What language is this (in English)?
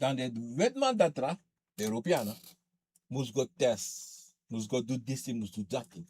Sranan Tongo